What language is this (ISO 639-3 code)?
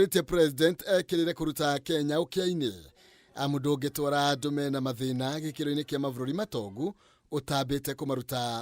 kik